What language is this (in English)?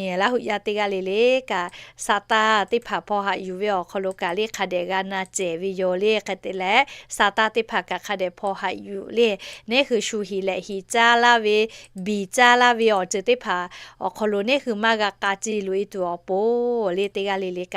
Lahu